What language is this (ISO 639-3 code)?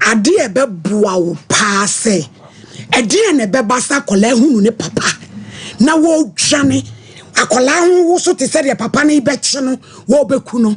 aka